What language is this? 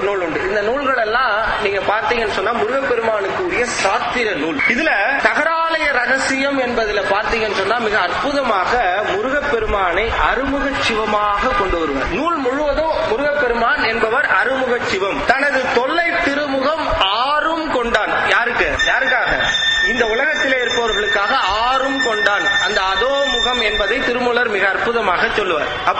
Tamil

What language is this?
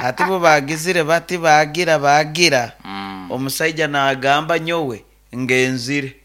Nyoro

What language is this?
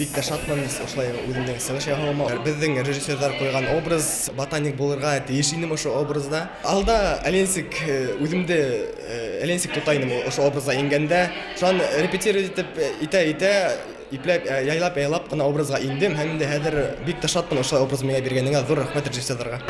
Bashkir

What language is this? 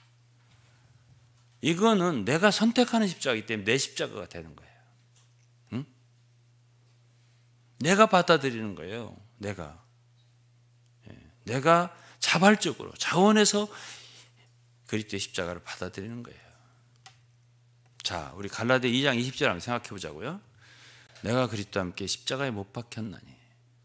Korean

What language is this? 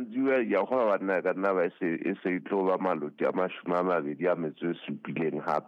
Southern Sotho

